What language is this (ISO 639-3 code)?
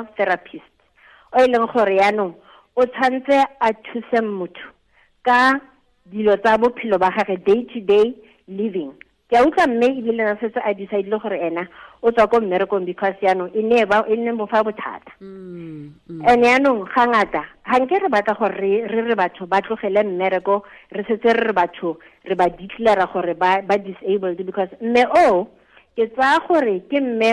tsn